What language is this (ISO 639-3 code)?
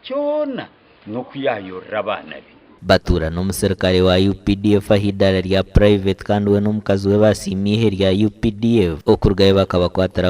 nyn